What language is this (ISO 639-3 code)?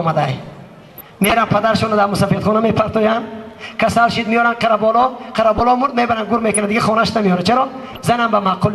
tgk